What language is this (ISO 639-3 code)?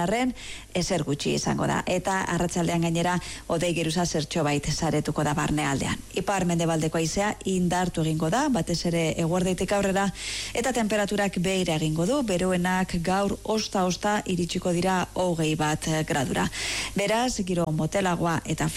eus